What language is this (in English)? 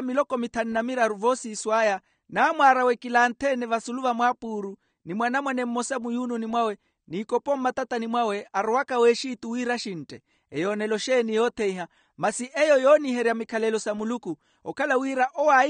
Makhuwa